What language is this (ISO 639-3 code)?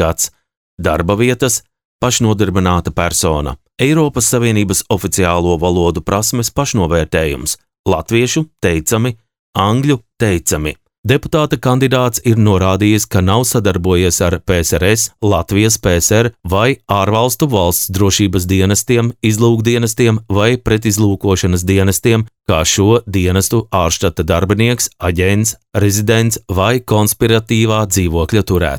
lav